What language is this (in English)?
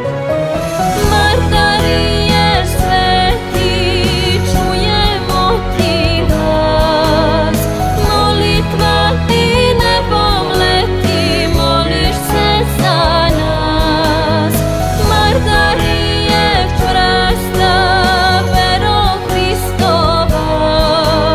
Serbian